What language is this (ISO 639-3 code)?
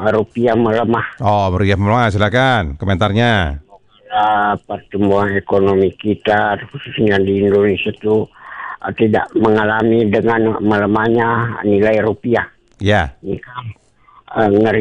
ind